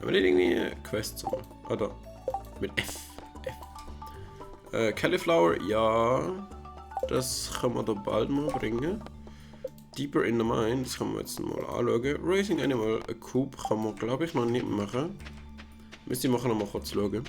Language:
Swiss German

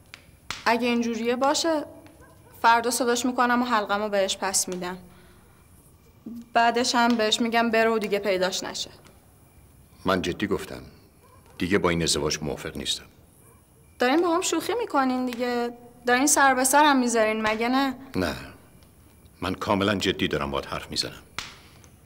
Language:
Persian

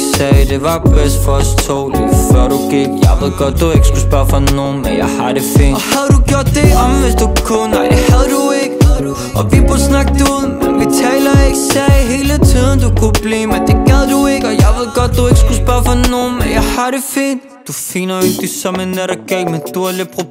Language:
Danish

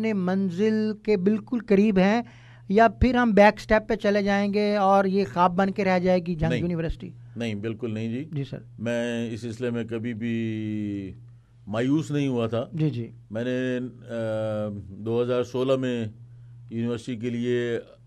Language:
Urdu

